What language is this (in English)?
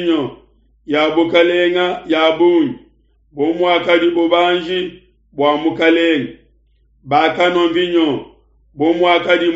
Luba-Lulua